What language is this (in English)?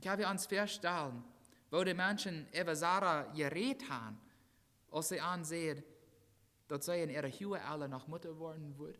Plautdietsch